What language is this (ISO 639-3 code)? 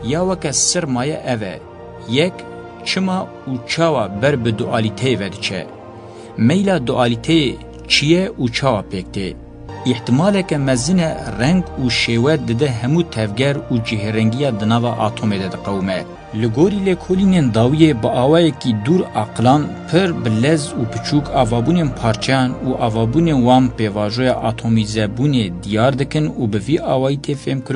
kur